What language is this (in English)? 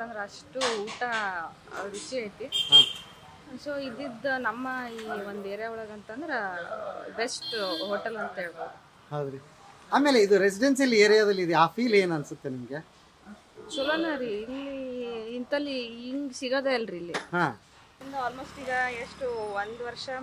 Kannada